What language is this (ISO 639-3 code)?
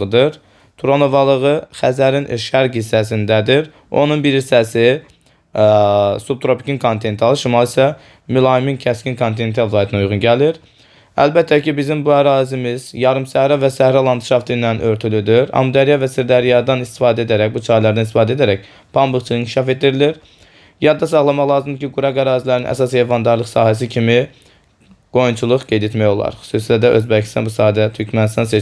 aze